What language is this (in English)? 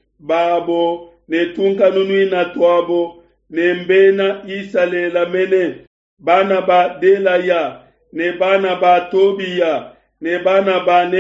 Luba-Lulua